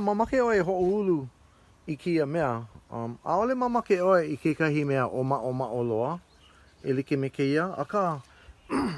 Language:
Hawaiian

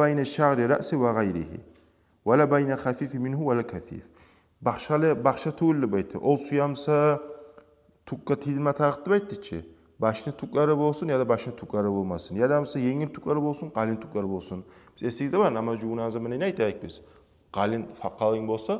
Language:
Kumyk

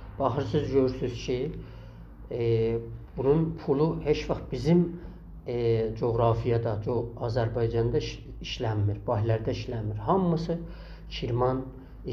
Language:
South Azerbaijani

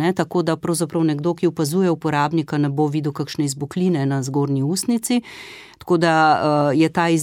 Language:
Slovenian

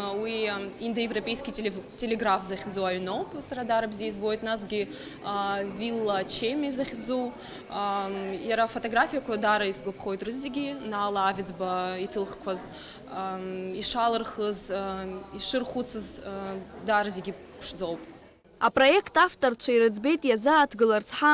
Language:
Abkhazian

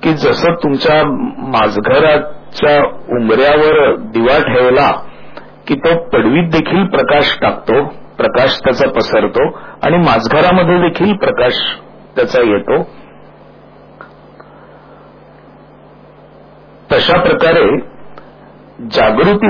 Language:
Marathi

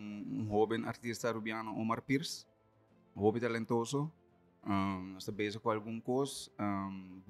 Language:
Papiamento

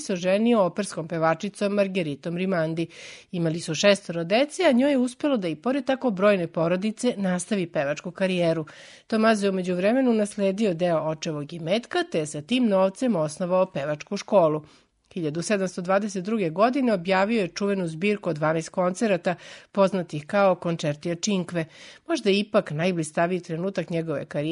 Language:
Serbian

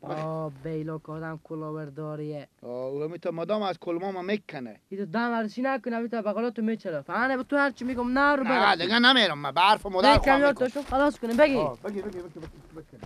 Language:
Persian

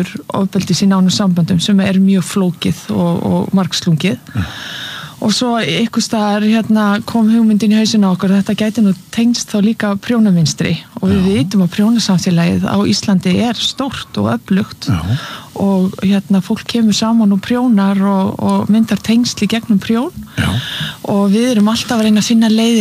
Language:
Icelandic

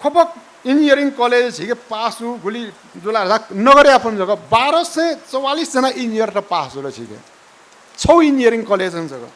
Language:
Newari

